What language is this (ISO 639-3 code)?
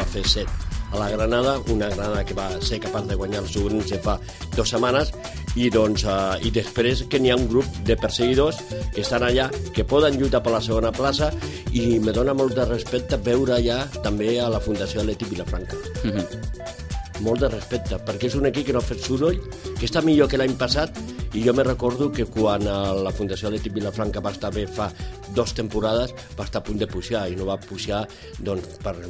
cat